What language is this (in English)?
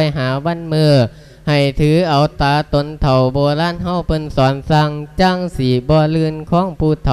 Lao